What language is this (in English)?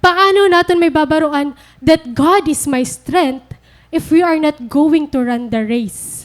Waray